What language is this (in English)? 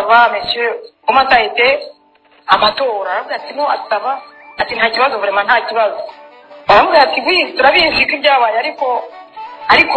Kinyarwanda